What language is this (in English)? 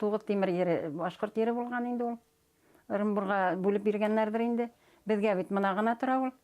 Bashkir